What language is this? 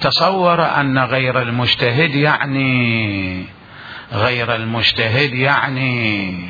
Mesopotamian Arabic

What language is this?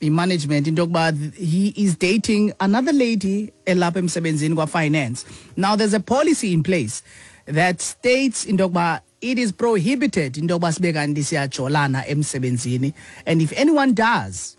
Xhosa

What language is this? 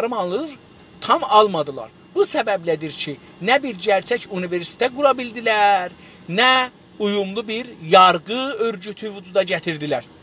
South Azerbaijani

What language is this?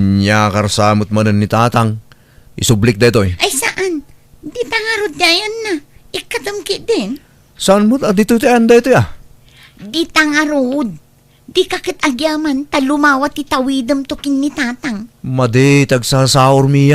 Iloko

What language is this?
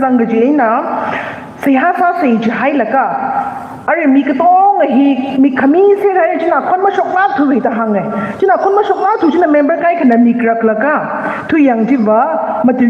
Tangkhul Naga (India)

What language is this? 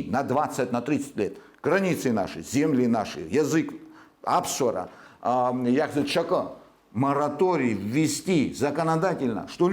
Abkhazian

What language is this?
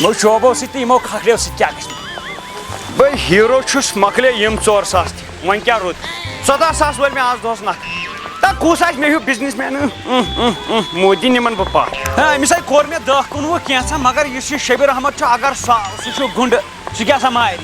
Kashmiri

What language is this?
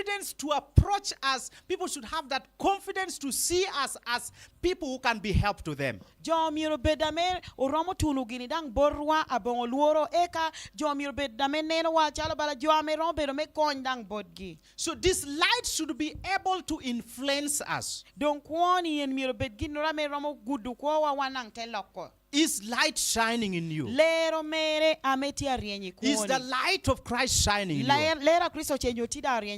Lango (Uganda)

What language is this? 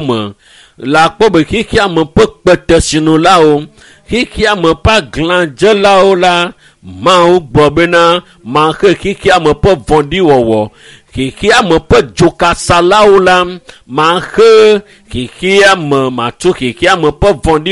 Ewe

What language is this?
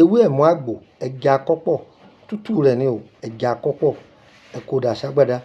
Yoruba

